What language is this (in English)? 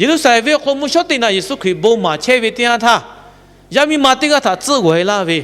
Lahu